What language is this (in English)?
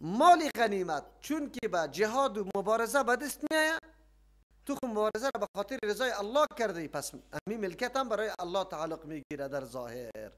Persian